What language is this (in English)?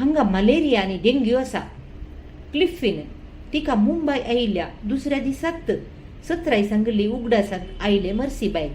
Konkani